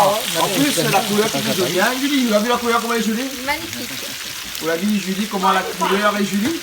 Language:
Réunion Creole French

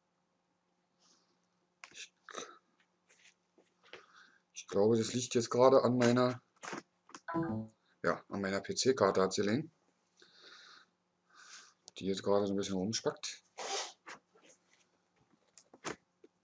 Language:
German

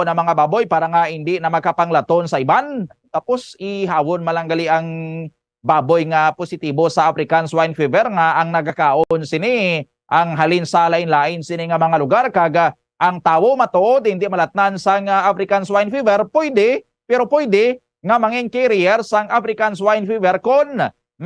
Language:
Hiligaynon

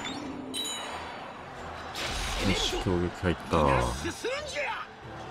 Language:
Japanese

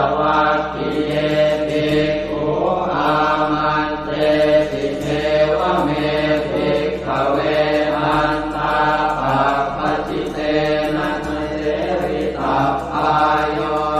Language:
Pali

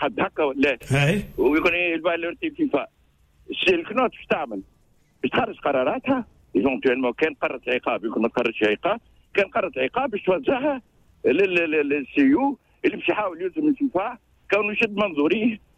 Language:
Tunisian Arabic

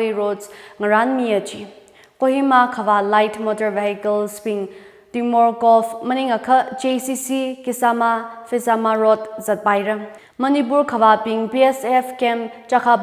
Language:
Tangkhul Naga (India)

